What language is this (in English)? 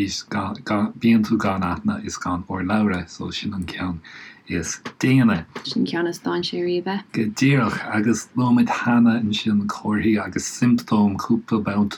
Irish